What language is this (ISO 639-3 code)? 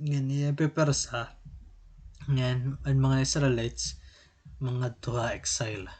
war